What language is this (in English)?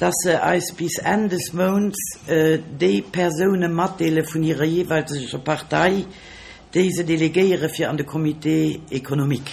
Luxembourgish